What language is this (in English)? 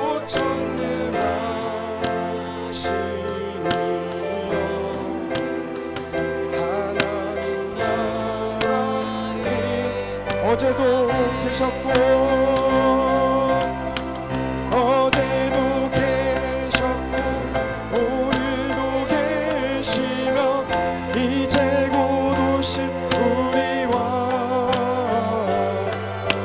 Korean